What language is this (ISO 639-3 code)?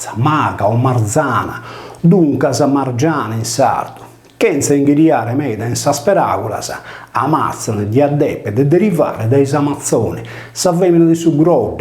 srd